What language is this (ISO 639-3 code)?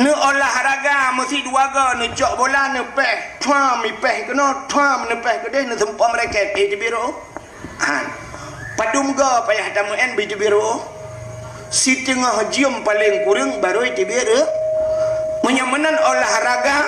ace